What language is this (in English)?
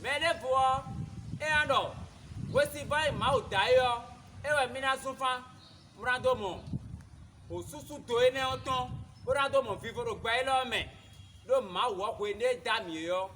Fon